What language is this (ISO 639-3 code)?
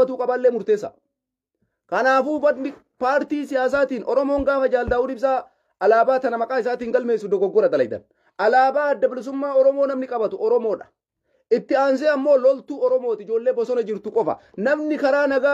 orm